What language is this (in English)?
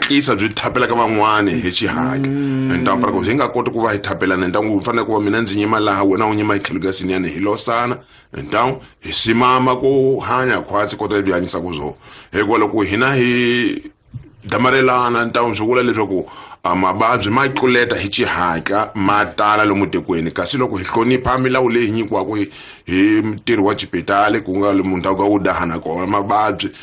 Tsonga